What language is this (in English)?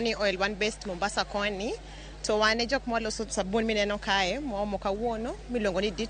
Luo (Kenya and Tanzania)